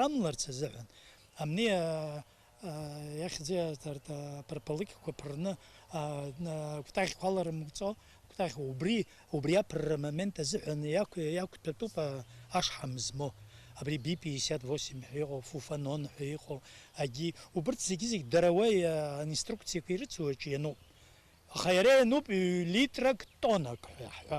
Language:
Abkhazian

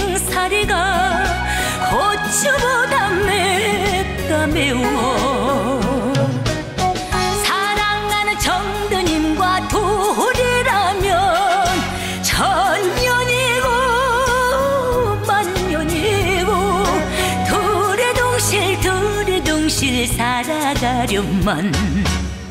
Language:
Korean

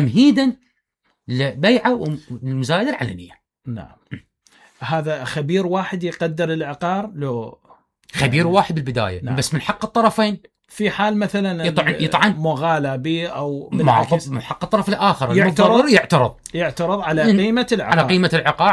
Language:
Mesopotamian Arabic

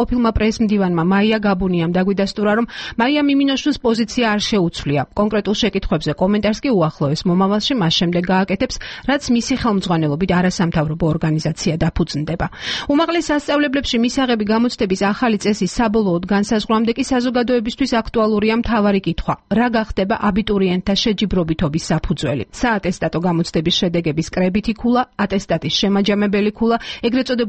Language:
Georgian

